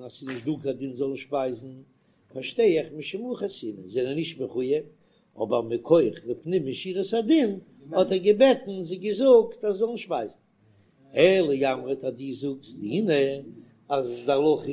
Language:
Yiddish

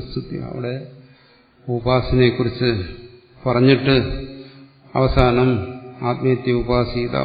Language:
Malayalam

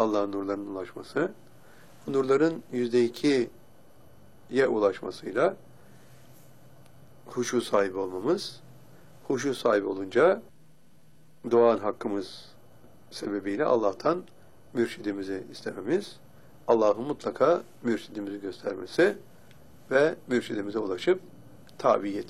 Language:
Turkish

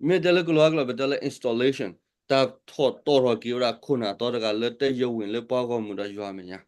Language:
S'gaw Karen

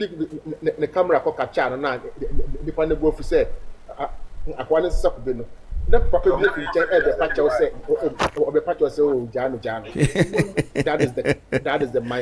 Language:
Akan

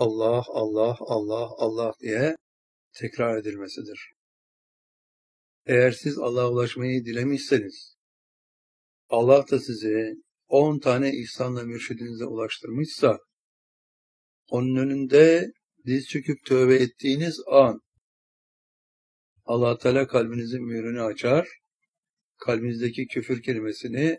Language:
Turkish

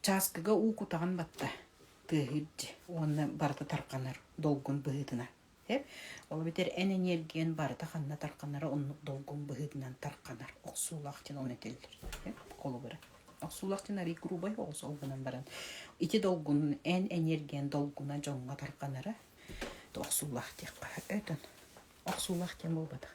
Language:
Yakut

